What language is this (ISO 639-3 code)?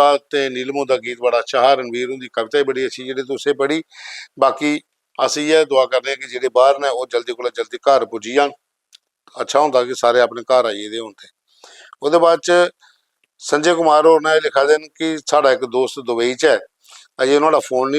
doi